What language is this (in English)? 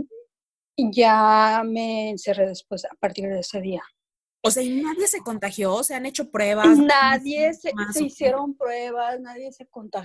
Spanish